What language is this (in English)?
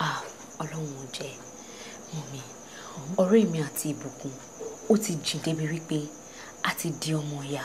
Yoruba